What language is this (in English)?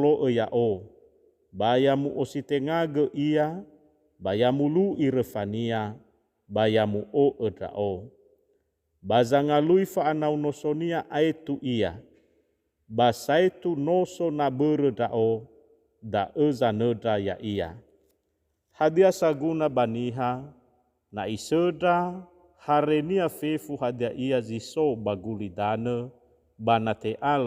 Nias